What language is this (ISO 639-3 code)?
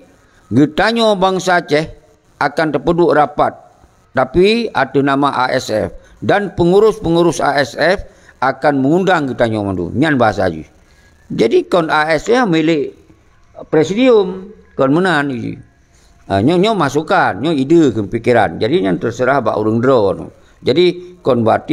ace